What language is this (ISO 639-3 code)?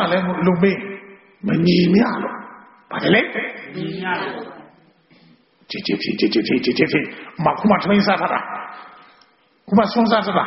mya